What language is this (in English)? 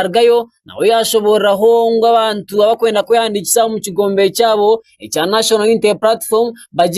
Nyankole